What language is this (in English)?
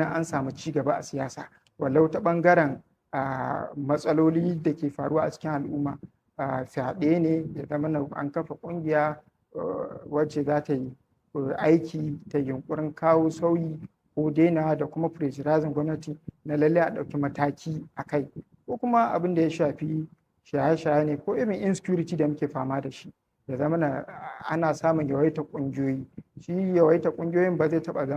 Hausa